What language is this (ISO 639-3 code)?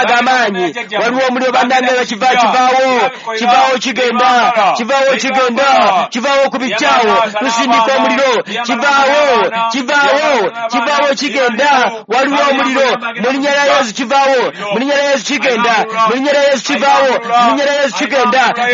lug